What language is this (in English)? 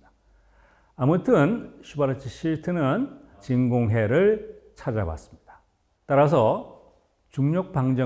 Korean